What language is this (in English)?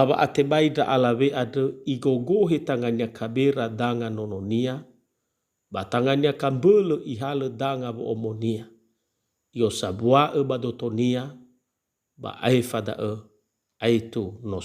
Nias